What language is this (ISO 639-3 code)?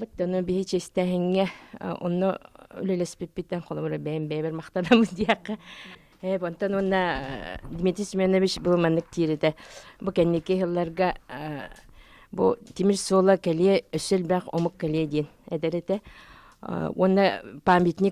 sah